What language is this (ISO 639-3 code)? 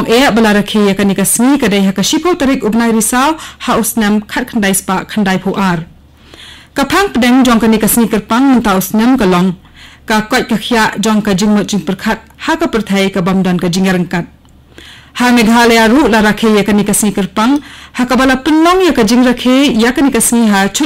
kha